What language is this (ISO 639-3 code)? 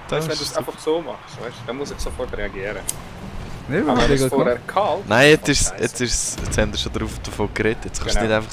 gsw